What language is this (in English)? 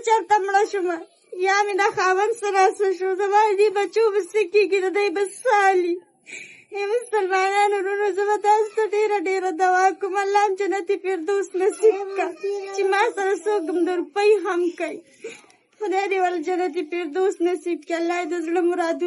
Pashto